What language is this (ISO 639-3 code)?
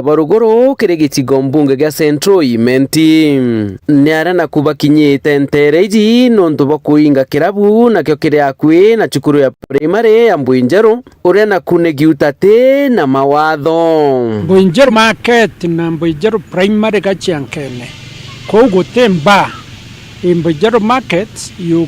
mer